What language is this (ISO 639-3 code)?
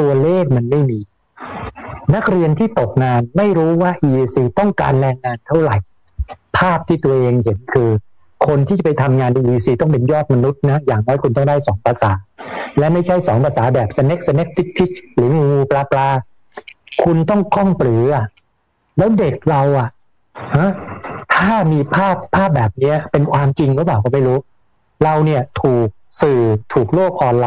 tha